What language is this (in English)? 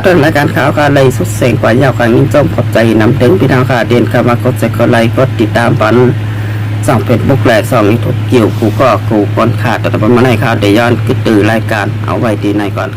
Shan